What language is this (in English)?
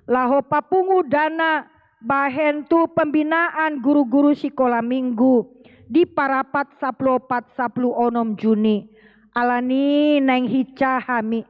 Batak Toba